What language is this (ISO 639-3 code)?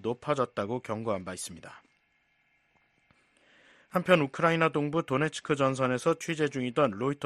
kor